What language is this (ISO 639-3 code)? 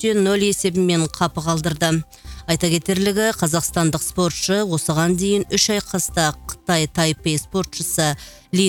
kaz